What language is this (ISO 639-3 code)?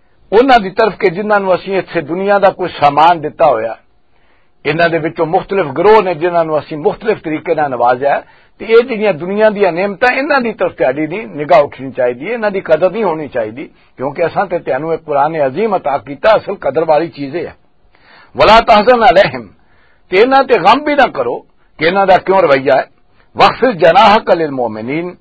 lah